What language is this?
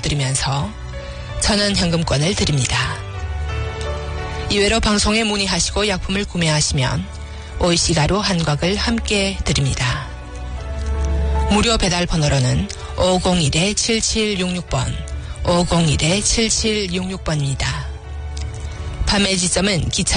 Korean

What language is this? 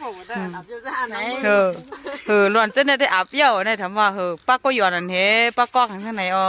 Shan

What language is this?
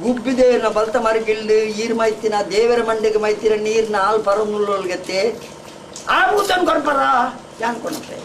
Tulu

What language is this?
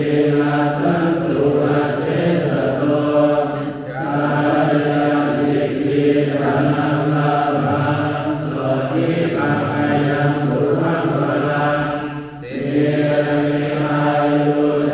Pali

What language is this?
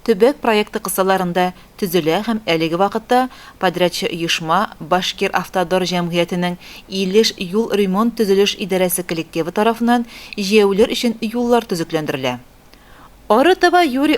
Tatar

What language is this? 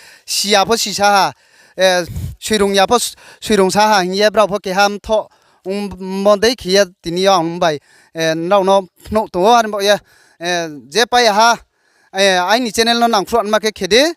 Riang (India)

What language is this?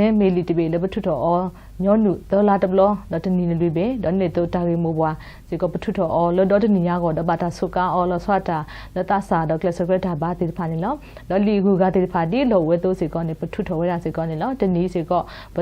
S'gaw Karen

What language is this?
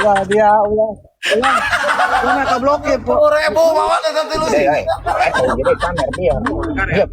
Sundanese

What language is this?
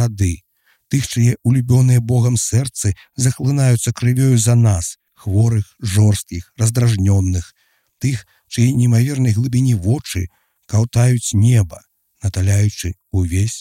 Belarusian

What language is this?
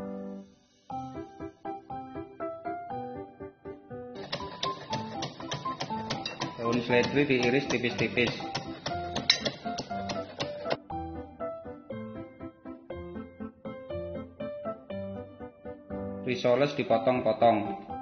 Indonesian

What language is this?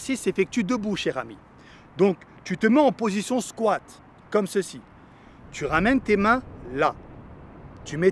French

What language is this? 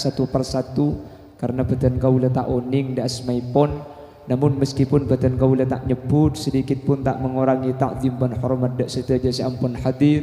Madurese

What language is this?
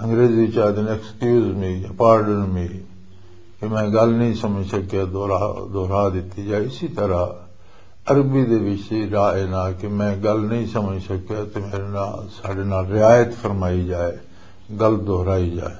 Western Panjabi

